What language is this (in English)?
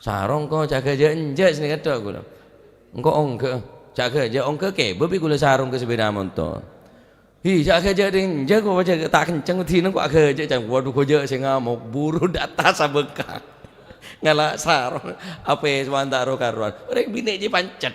Madurese